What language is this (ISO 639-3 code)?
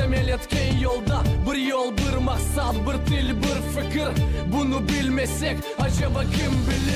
crh